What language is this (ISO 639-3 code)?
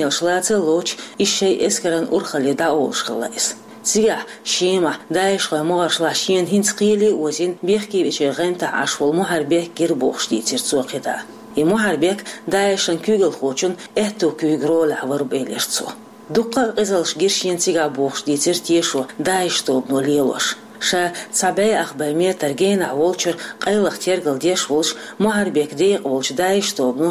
che